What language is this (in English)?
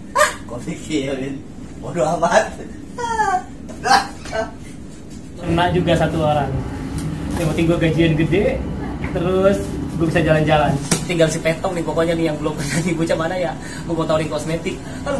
Betawi